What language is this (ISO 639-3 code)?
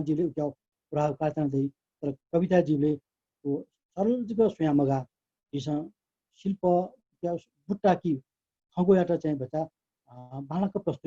new